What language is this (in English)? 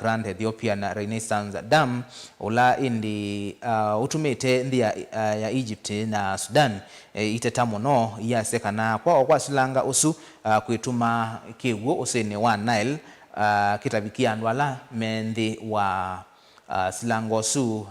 Kamba